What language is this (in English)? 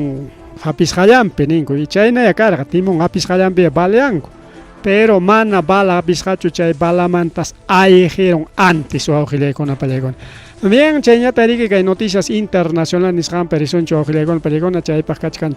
Ayacucho Quechua